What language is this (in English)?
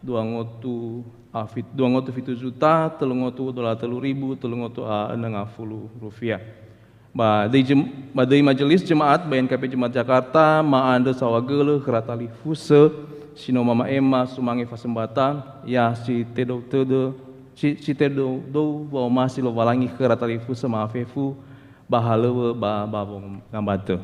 Nias